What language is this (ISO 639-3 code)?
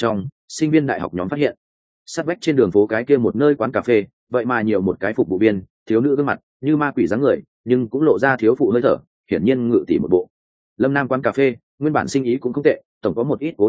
vie